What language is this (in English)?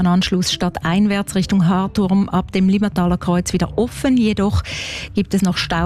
German